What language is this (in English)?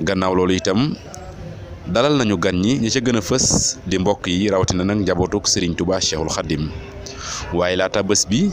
Wolof